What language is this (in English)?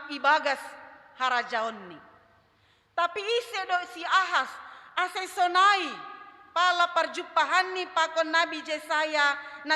Batak Simalungun